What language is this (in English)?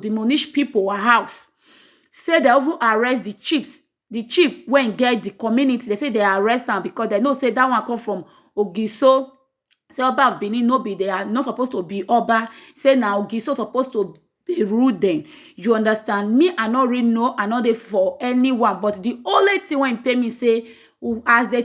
Nigerian Pidgin